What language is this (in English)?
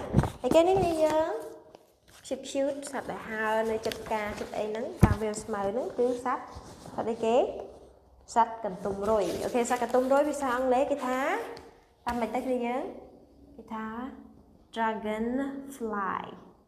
Khmer